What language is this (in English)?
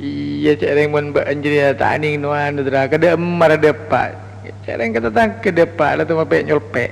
Madurese